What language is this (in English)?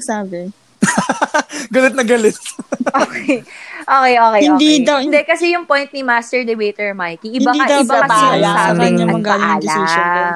Filipino